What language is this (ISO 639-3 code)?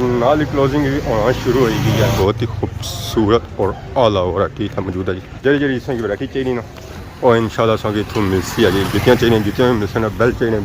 phr